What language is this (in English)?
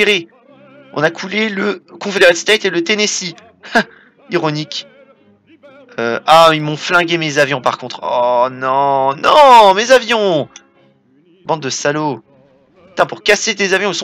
French